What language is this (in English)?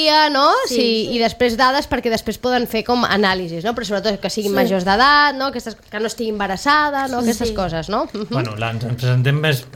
Catalan